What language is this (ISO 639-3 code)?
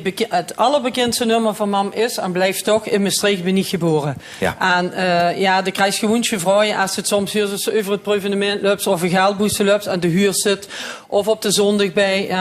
lim